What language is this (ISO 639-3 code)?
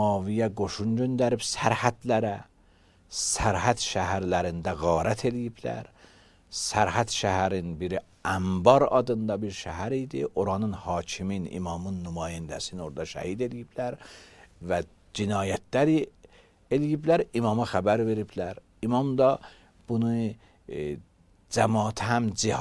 aze